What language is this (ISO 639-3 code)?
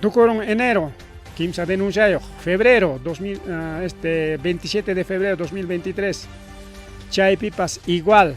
quy